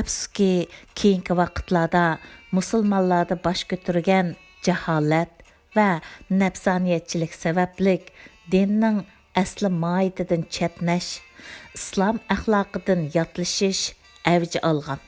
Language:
Uyghur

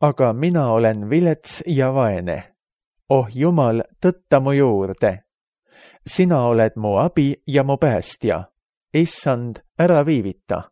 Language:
Estonian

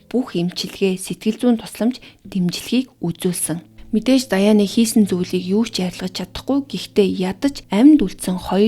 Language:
Mongolian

